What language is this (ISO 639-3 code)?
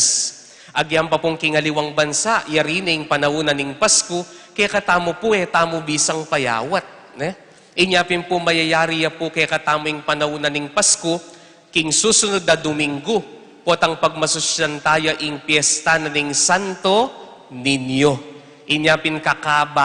pam